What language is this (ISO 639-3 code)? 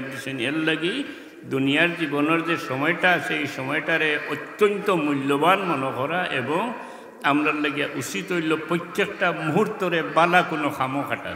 syl